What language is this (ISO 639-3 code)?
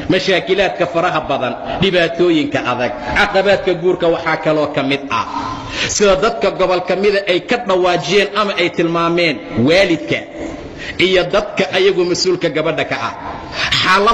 som